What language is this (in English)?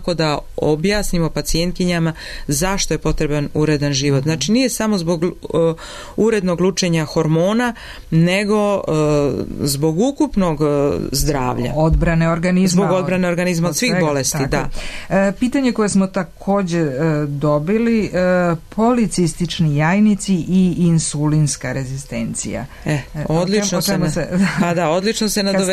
Serbian